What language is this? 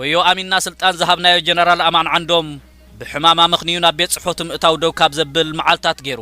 Tigrinya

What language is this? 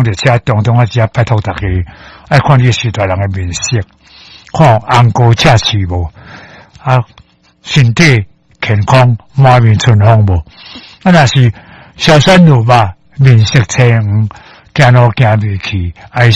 Min Nan Chinese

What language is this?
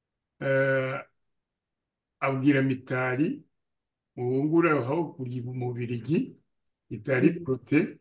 Kinyarwanda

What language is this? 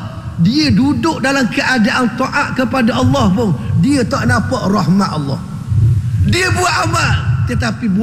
Malay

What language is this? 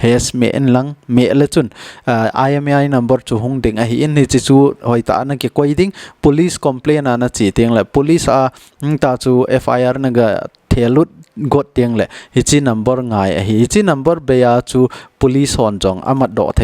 Thado Chin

